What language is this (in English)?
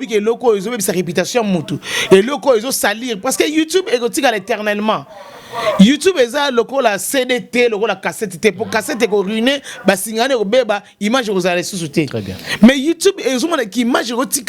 Lingala